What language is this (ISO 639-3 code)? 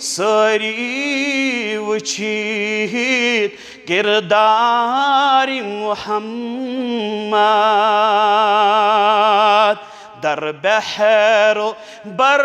kas